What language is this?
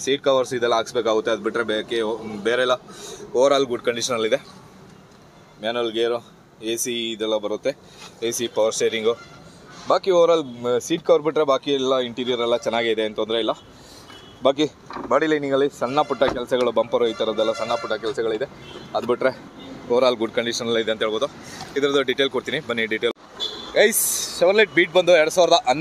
Kannada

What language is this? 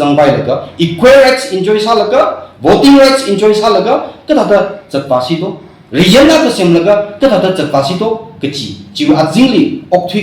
Tangkhul Naga (India)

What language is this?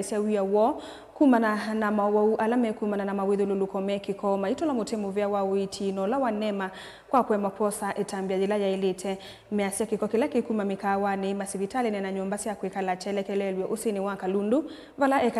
Kamba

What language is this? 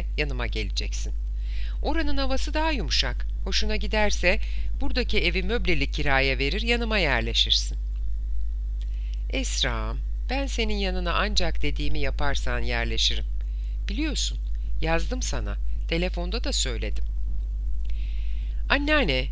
Turkish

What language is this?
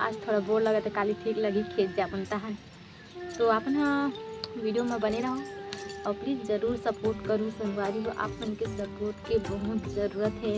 Chhattisgarhi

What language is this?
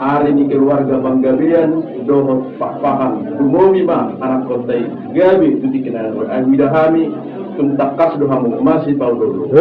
Batak Toba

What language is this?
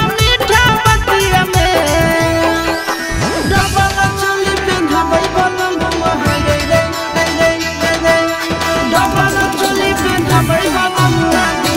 Magahi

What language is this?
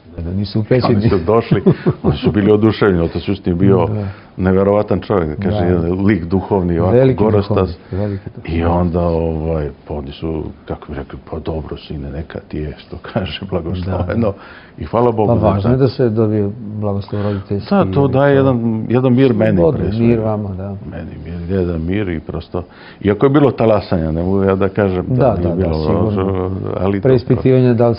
Serbian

